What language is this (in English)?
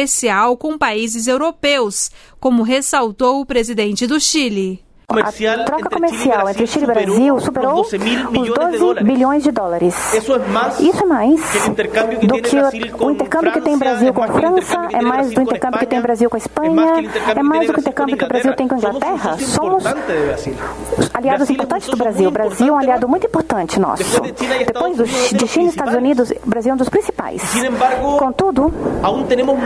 Portuguese